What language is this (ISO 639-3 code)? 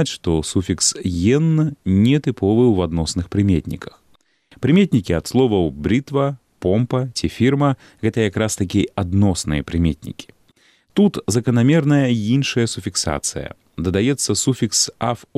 bel